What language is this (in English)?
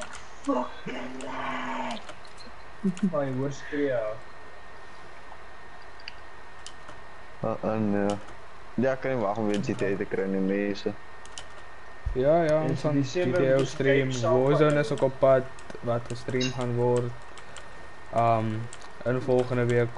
Afrikaans